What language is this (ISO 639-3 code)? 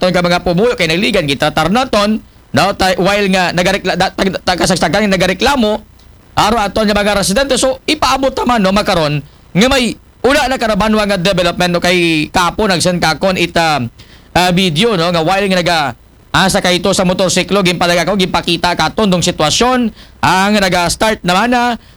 akl